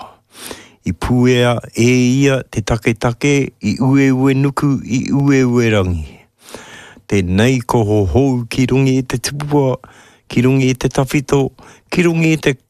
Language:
Māori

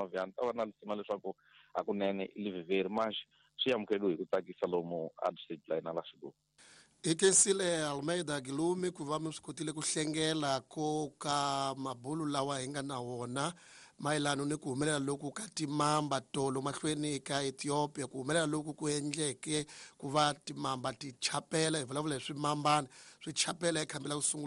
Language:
Tsonga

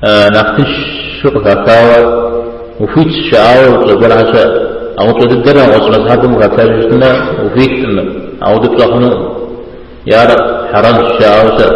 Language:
Kabardian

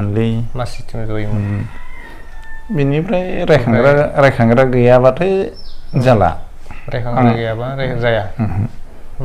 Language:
Bodo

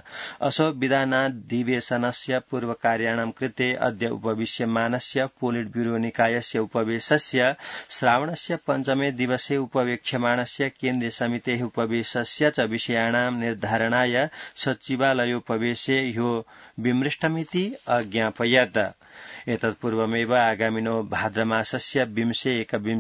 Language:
Sanskrit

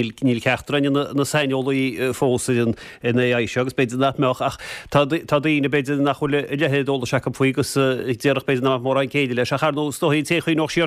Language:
Irish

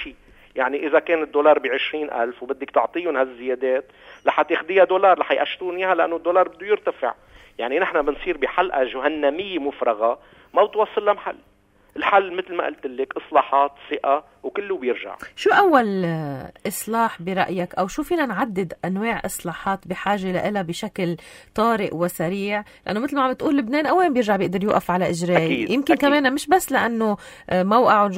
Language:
North Levantine Arabic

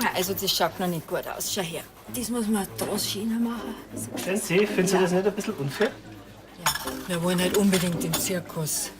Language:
Bavarian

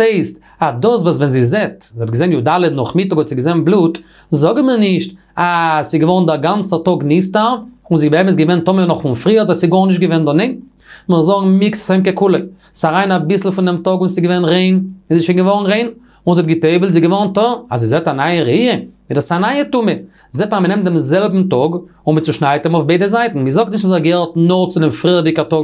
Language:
Yiddish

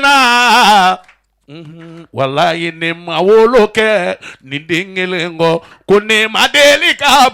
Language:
Bambara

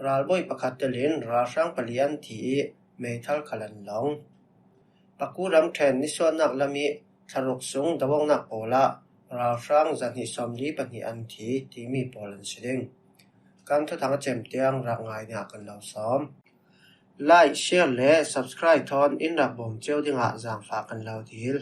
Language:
Falam Chin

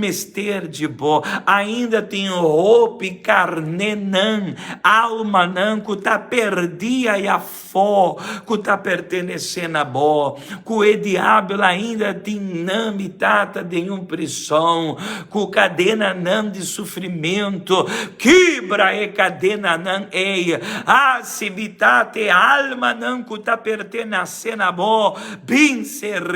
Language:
Papiamento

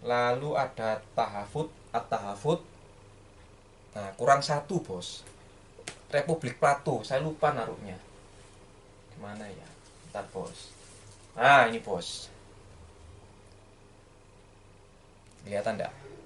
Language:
Indonesian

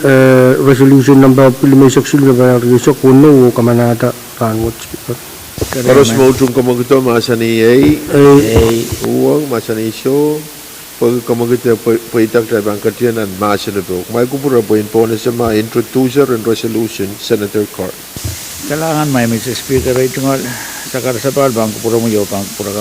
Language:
Pohnpeian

